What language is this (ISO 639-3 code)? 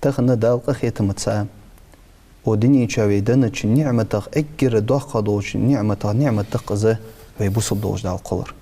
inh